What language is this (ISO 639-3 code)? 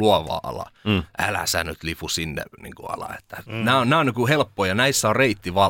fin